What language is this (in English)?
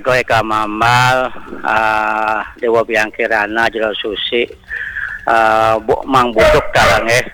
Balinese